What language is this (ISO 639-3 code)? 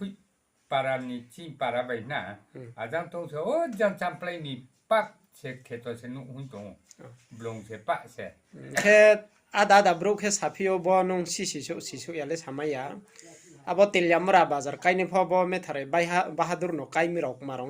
ria